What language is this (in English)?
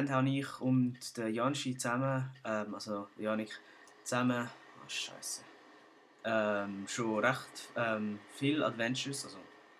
Swiss German